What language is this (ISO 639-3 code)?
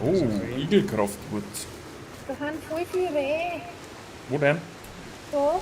bar